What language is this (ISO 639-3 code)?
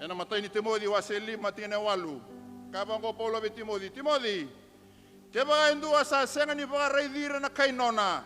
fij